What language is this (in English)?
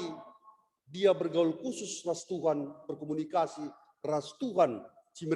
Batak Karo